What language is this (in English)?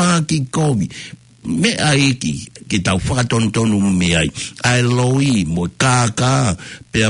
Tongan